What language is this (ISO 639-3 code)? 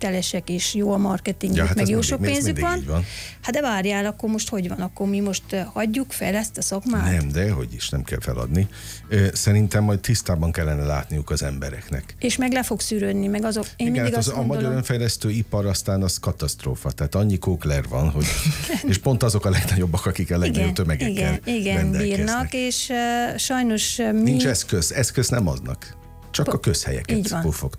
hun